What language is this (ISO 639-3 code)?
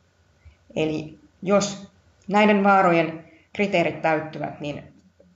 fin